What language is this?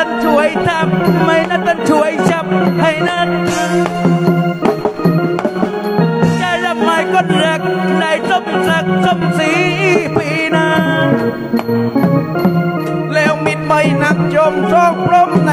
Thai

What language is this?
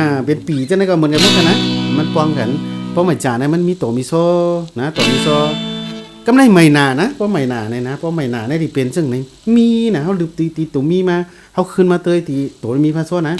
Shan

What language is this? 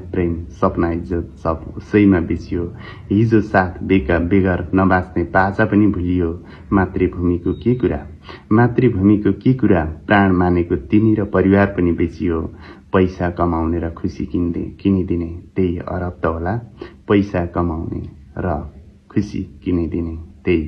Nepali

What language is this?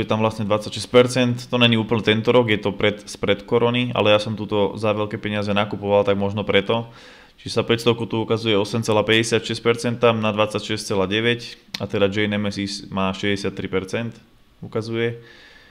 Slovak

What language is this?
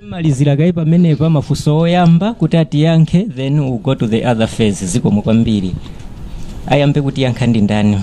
Nyanja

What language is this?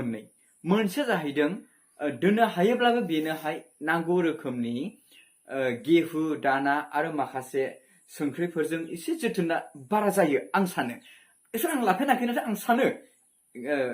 Bodo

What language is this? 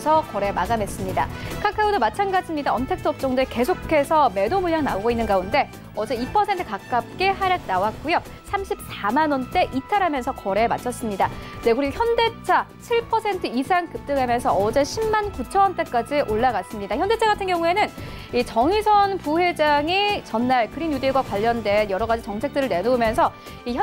Korean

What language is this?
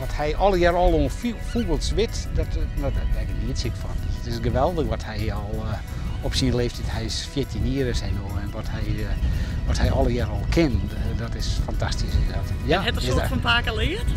Western Frisian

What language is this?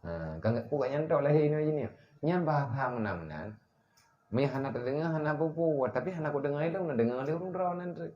Achinese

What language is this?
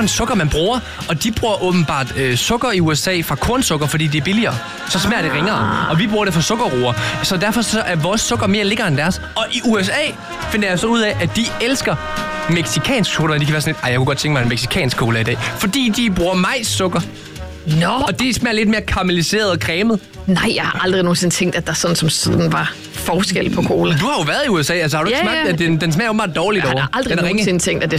Danish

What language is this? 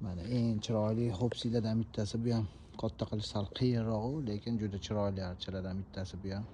Uzbek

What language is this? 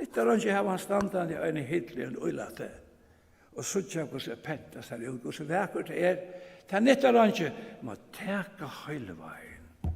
Faroese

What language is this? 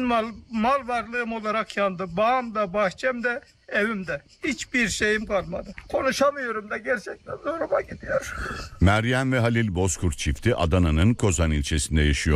Turkish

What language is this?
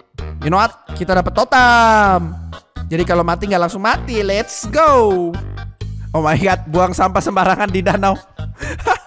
Indonesian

